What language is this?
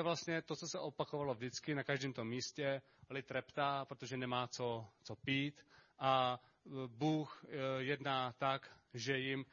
Czech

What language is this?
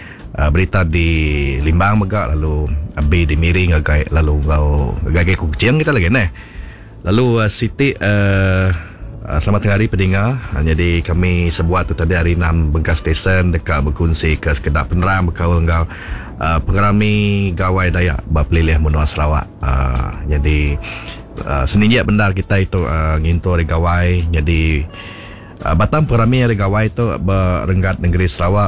Iban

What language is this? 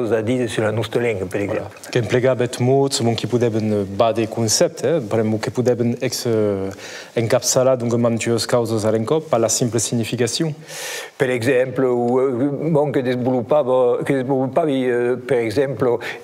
Occitan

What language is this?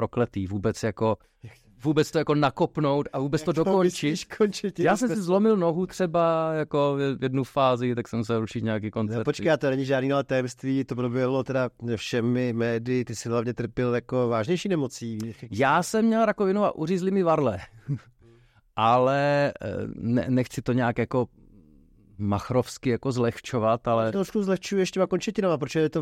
Czech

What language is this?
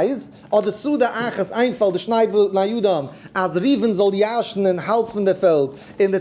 Yiddish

